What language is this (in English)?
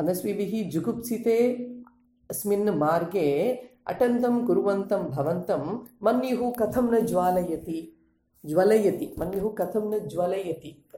Sanskrit